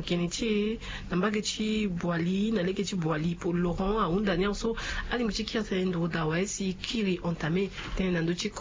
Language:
Sango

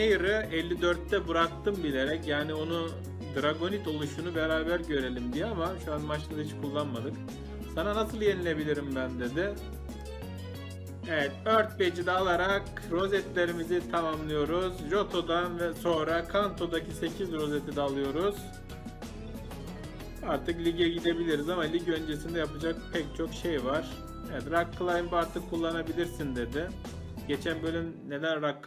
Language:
Turkish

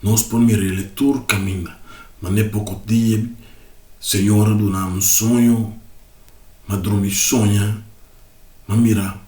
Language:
Papiamento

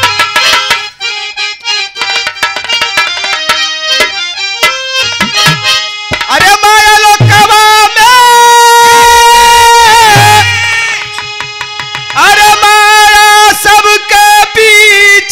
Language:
Bhojpuri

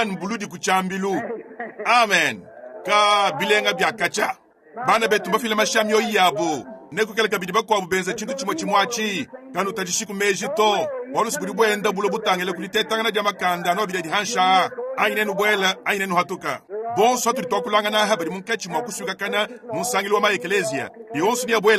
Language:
Luba-Lulua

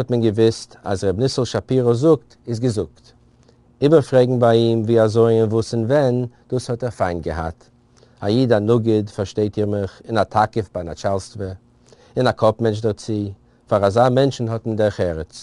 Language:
Yiddish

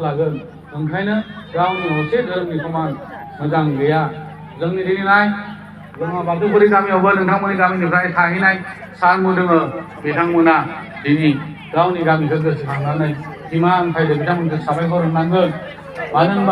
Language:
Bodo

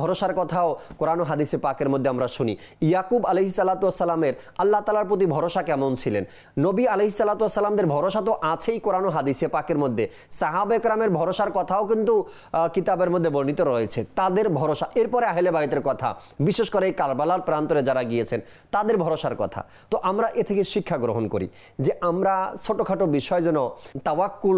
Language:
Bangla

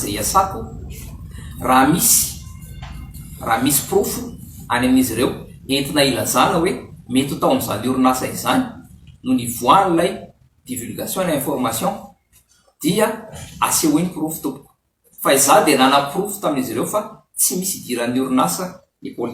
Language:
Malagasy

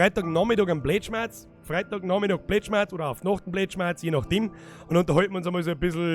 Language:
Bavarian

